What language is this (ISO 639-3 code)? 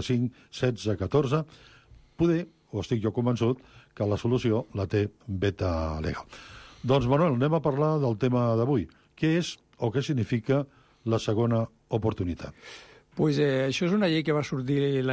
cat